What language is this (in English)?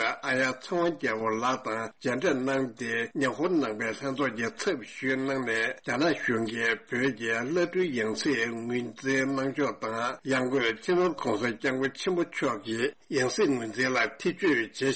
Tibetan